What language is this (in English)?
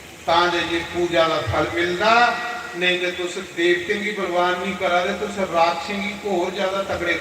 Dogri